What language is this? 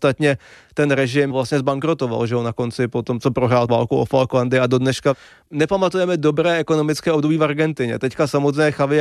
Czech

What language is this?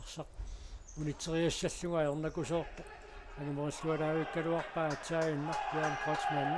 Kalaallisut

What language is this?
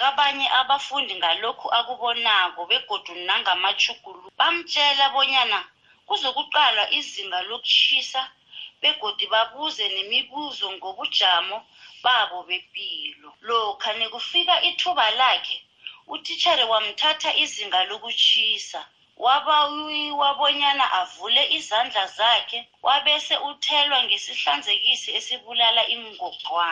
South Ndebele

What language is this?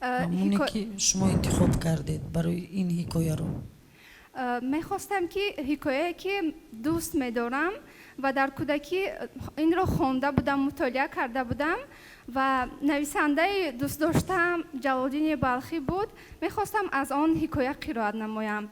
Tajik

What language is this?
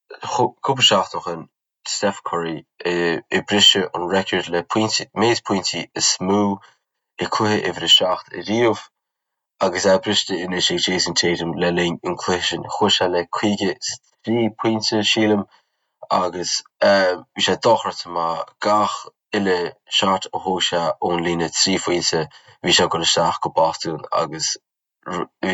Irish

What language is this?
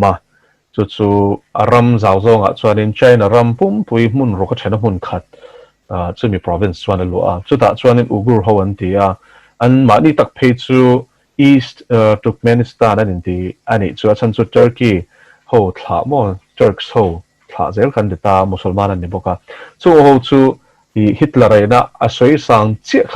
Mizo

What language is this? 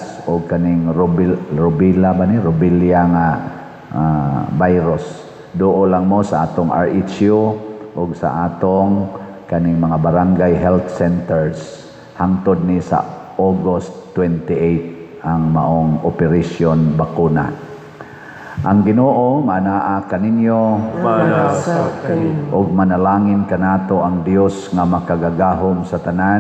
Cebuano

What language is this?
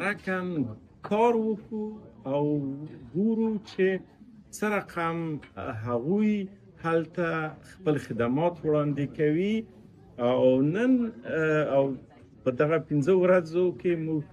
Pashto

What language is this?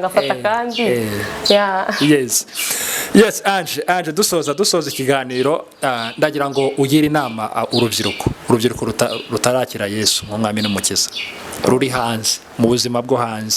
Kinyarwanda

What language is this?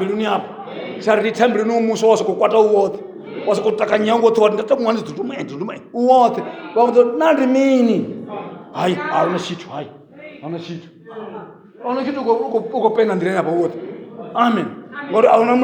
Venda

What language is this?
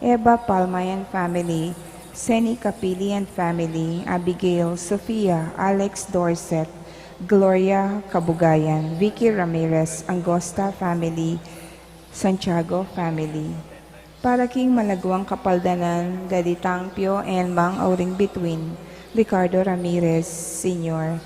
Pampanga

